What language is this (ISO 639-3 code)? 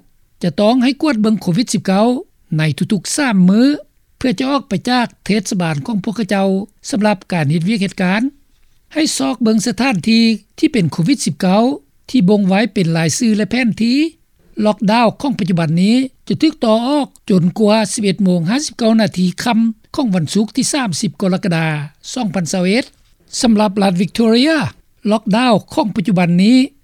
lao